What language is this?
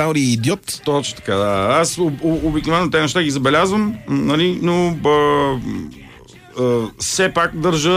Bulgarian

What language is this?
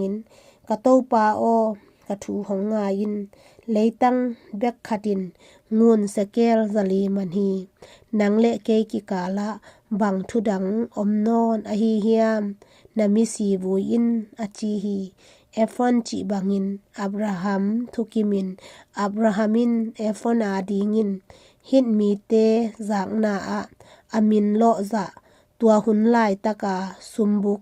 Tedim Chin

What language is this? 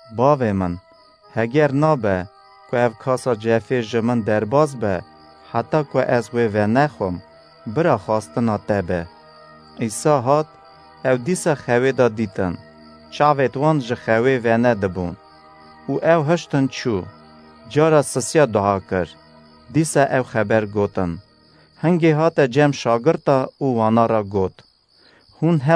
Kurdish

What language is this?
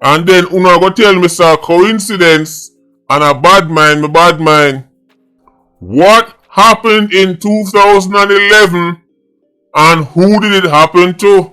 Jamaican Creole English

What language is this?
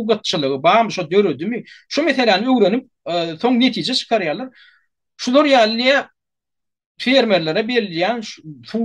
Turkmen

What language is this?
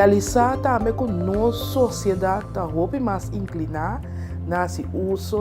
Papiamento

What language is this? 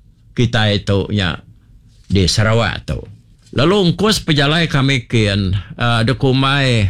Iban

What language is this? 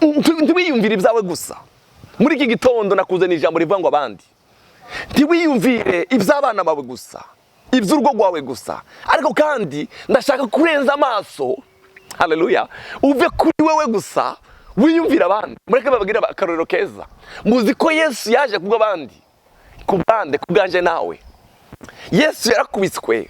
Rundi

